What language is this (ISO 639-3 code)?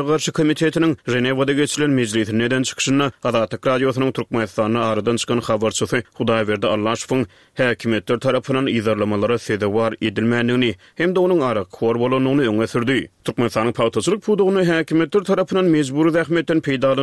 tuk